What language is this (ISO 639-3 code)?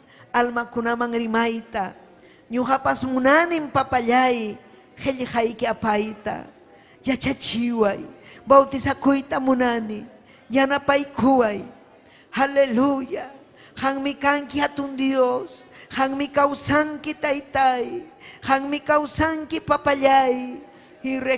quy